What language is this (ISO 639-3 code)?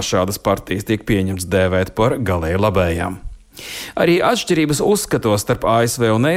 lav